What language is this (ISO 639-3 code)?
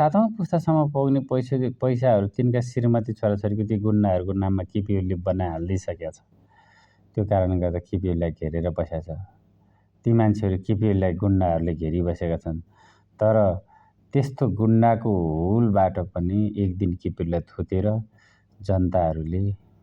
nep